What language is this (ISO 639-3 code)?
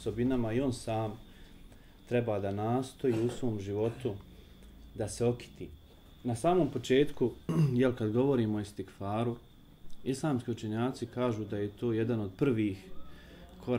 bos